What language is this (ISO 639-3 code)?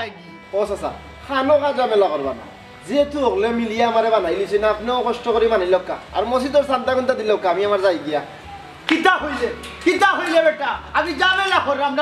syl